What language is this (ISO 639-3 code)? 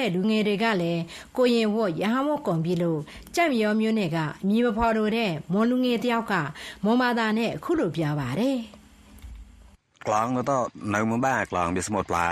mya